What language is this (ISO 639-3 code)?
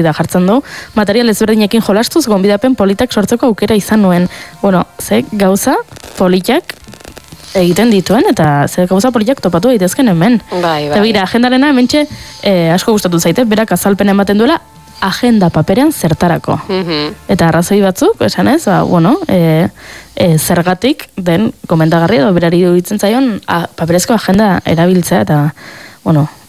eus